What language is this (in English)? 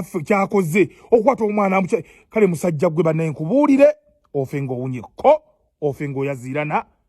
Ganda